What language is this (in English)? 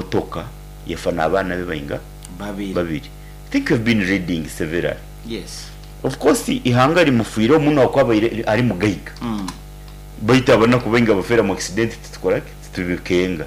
Nyoro